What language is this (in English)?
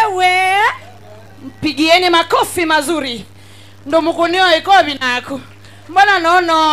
Kamba